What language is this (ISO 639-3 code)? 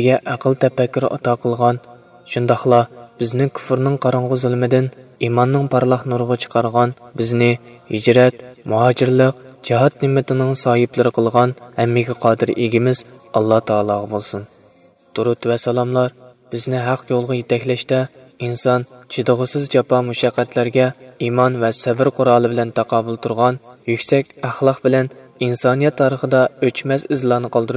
uig